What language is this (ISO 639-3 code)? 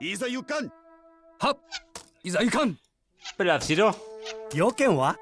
bar